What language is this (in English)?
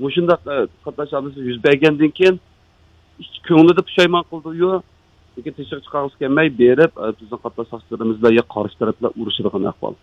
Uyghur